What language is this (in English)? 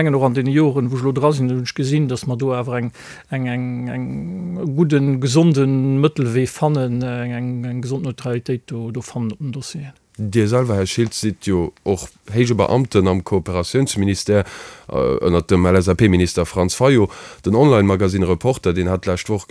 Luxembourgish